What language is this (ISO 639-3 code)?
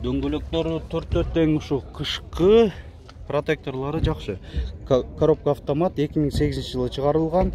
kir